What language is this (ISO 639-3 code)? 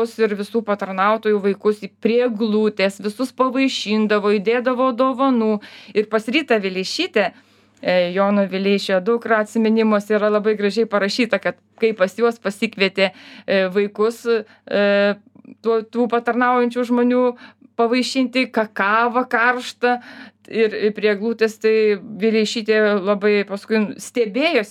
lit